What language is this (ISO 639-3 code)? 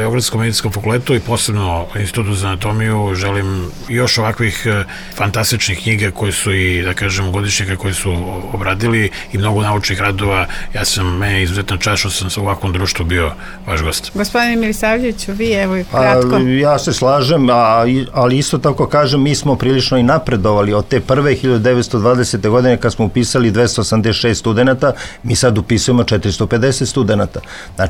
srp